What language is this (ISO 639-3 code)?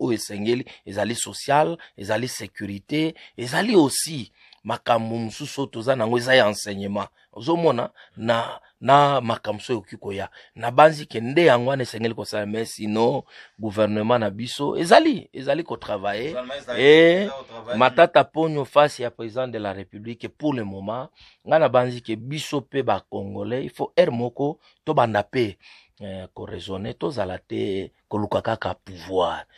lin